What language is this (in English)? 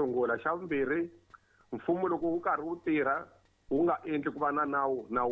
Tsonga